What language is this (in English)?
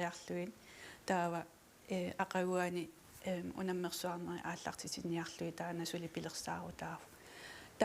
Kalaallisut